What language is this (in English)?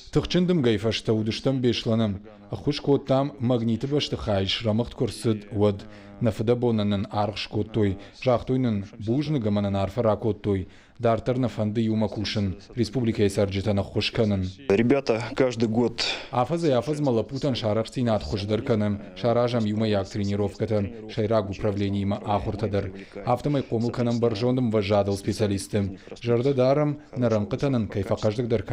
Ossetic